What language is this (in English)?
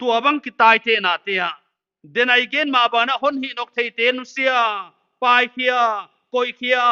Paite Chin